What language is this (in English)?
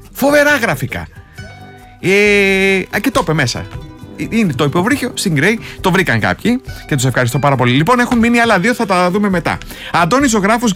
Greek